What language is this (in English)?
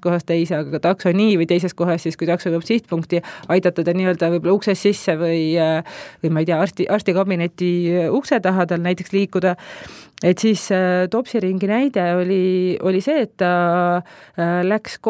Estonian